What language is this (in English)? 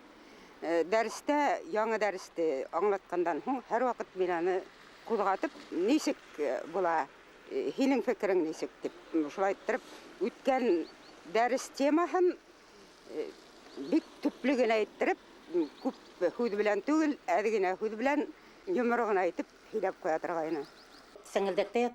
Bashkir